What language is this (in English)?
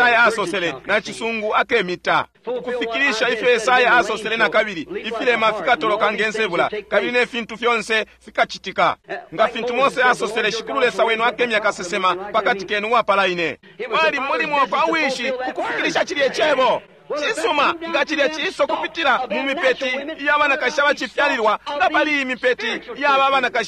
Bemba